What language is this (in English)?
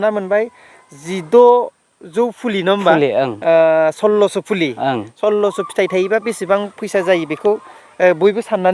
Bodo